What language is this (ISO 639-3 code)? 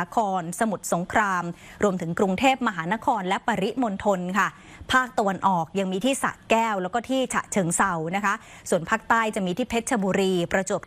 tha